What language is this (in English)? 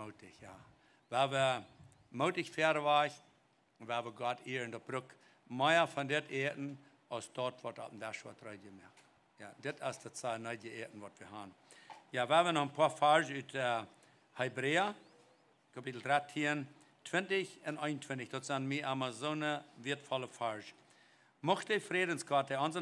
Plautdietsch